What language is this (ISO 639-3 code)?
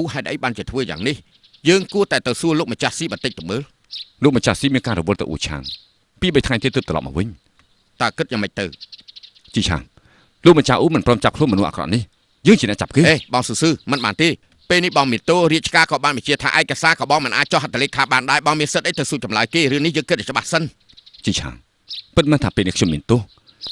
khm